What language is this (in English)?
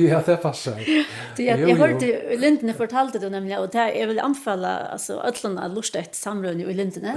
Faroese